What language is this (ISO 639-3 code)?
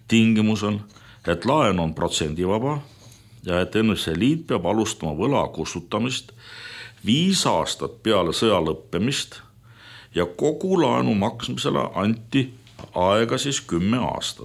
est